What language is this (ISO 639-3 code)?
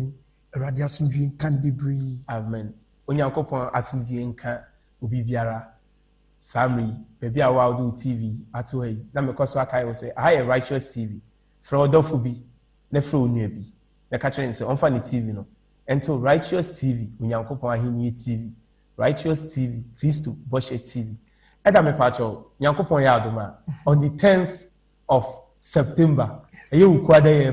aka